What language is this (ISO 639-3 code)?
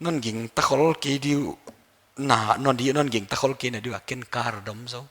pck